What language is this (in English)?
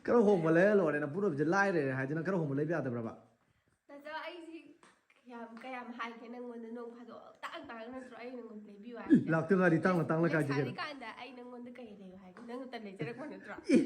Manipuri